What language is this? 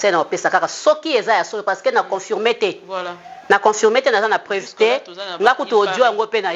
Lingala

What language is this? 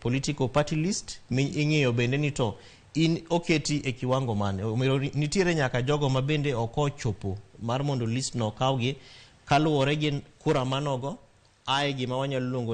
Luo (Kenya and Tanzania)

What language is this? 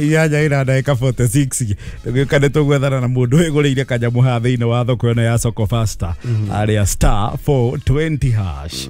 Kikuyu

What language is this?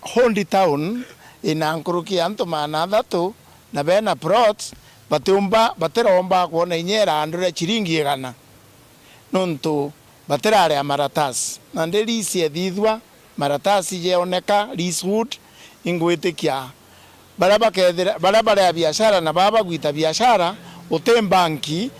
Meru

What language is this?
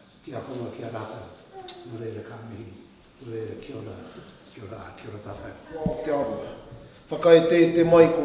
Māori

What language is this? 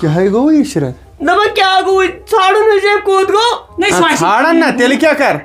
Kashmiri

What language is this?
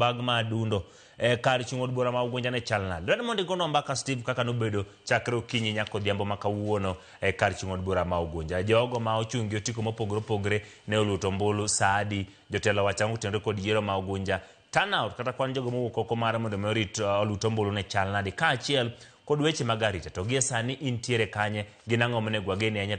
Luo (Kenya and Tanzania)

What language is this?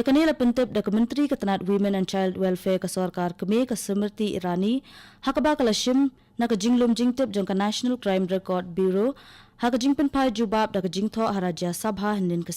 Khasi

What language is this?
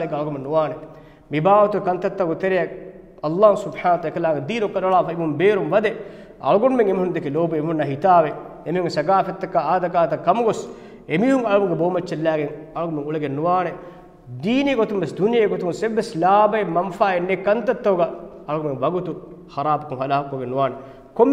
Divehi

